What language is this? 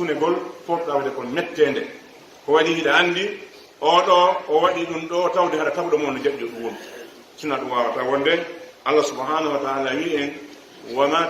Pular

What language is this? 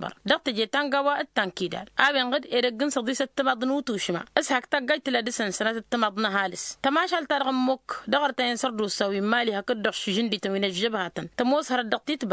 Tamasheq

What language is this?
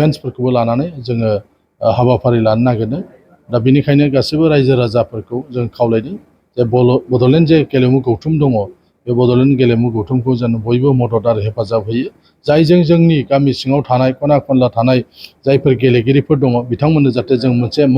Bodo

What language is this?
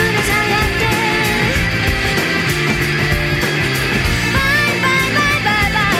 Japanese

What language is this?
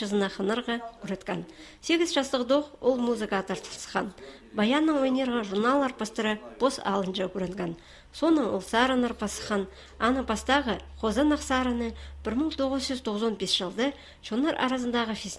Khakas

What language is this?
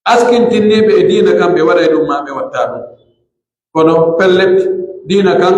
Pular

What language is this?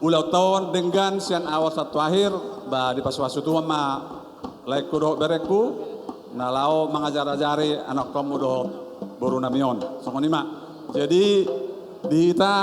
Batak Toba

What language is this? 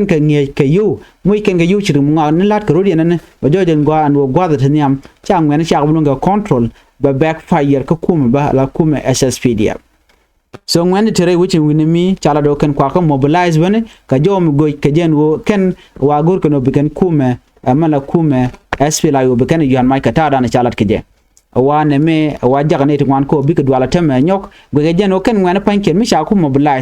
Nuer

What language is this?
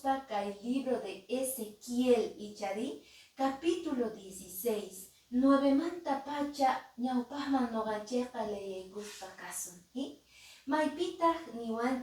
Quechua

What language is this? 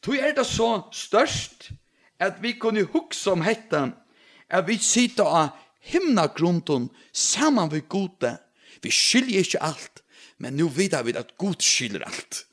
Faroese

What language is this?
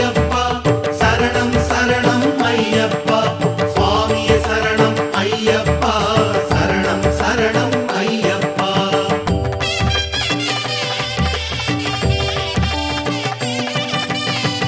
Tamil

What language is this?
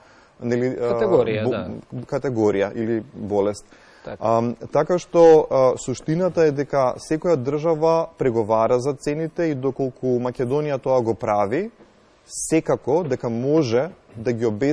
Macedonian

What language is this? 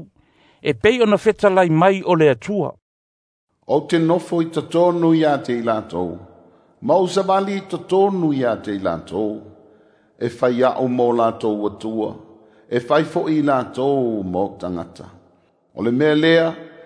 Samoan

